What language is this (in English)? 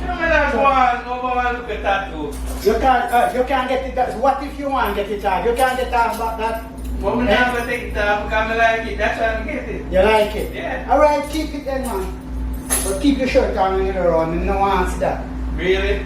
Jamaican Creole English